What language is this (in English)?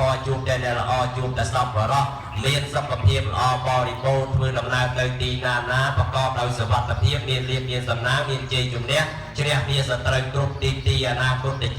Khmer